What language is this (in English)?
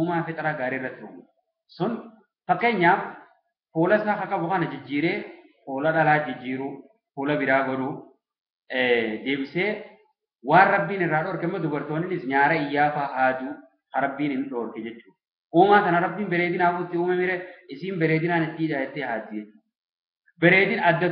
Oromo